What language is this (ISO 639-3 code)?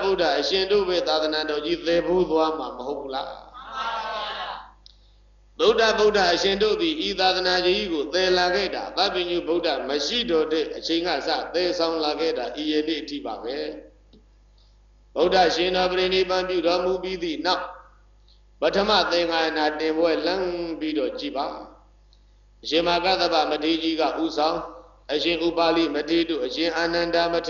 mya